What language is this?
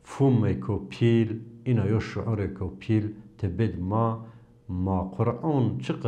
Zaza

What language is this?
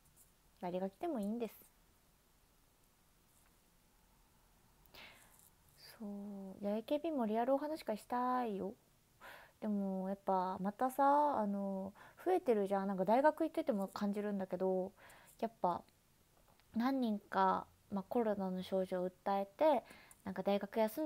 Japanese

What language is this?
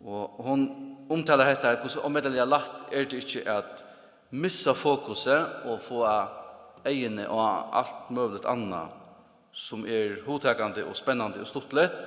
Faroese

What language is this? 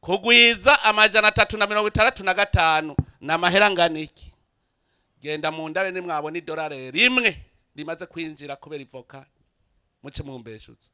Rundi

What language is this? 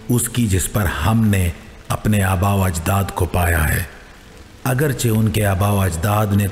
Urdu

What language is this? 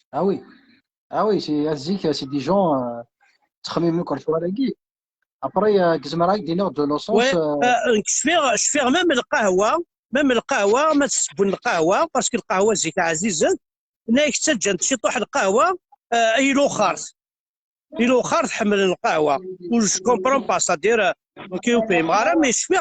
Kabyle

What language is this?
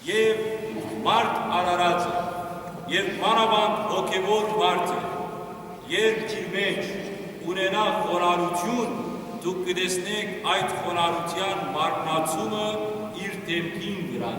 Western Armenian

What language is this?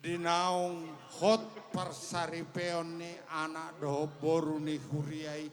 Batak Toba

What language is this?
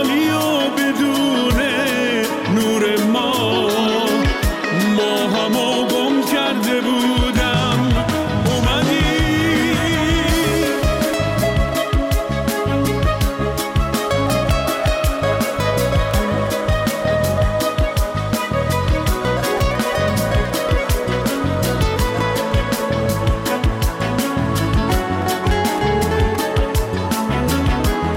Persian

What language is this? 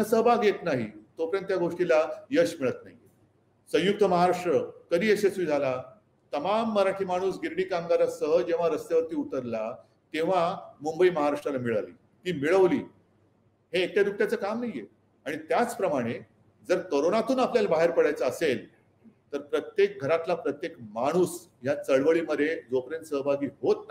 Marathi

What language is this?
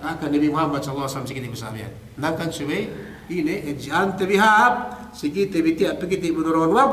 Yakan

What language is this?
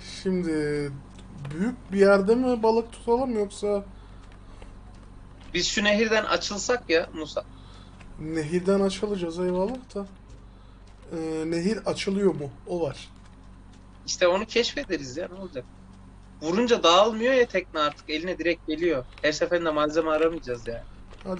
Turkish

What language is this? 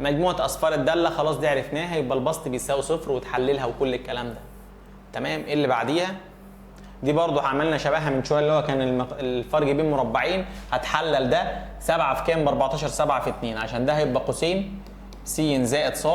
Egyptian Arabic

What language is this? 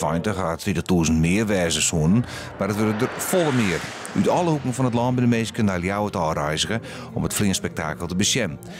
Western Frisian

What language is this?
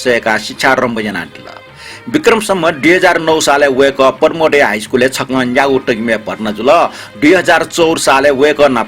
Newari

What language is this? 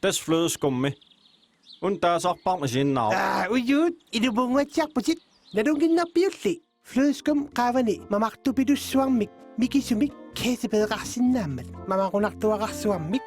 Kalaallisut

